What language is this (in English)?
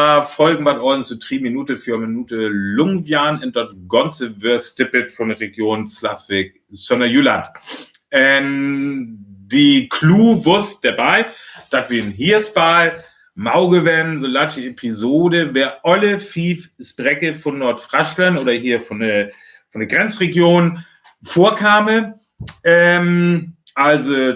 Northern Frisian